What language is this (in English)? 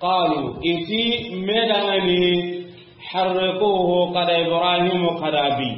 Soninke